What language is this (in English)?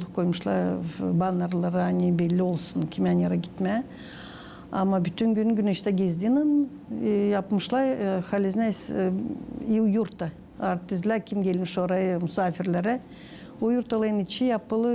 Gagauz